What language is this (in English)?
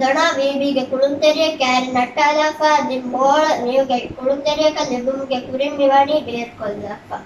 Divehi